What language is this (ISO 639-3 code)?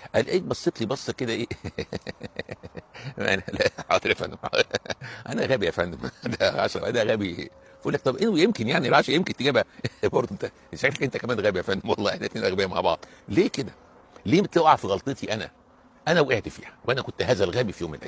arz